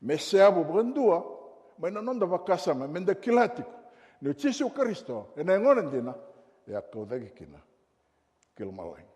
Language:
Fijian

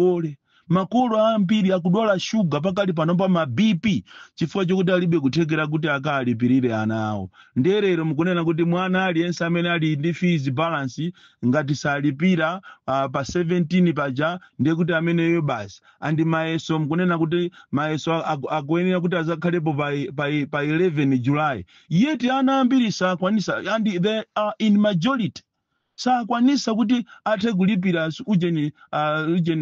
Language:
Nyanja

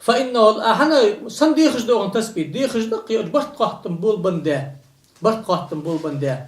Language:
Ingush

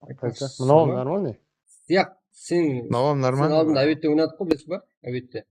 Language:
Kara-Kalpak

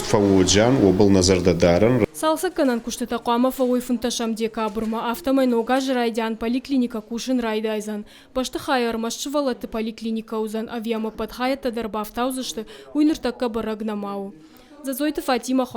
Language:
Ossetic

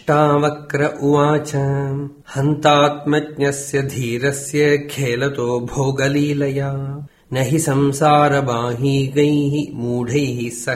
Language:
Sanskrit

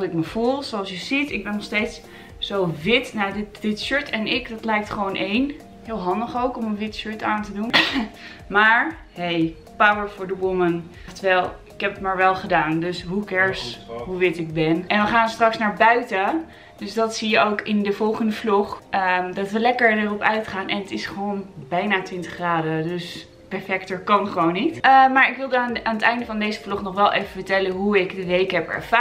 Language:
Dutch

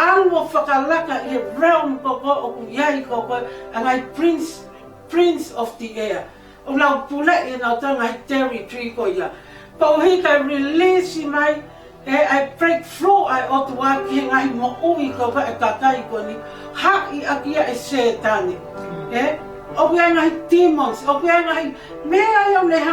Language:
Tongan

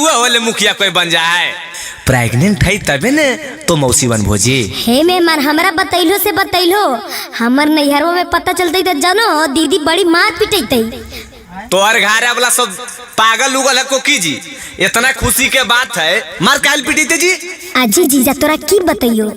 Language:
Magahi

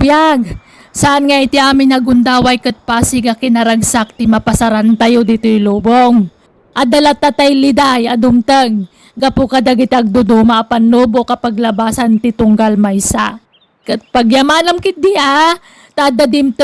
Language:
Iloko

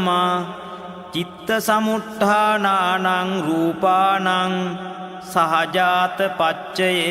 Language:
Pali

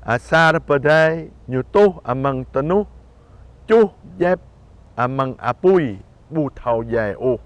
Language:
Jarai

